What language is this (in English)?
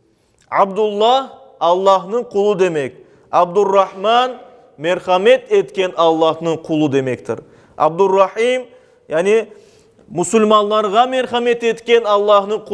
Crimean Tatar